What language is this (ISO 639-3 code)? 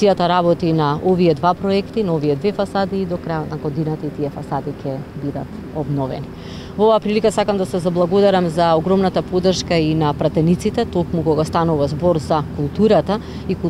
mkd